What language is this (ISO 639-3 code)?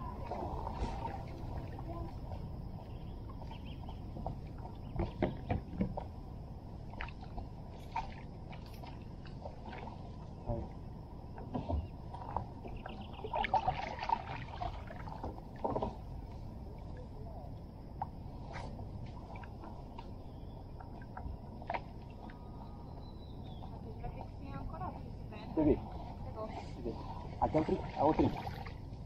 por